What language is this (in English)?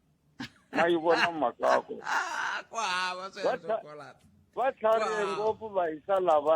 Tsonga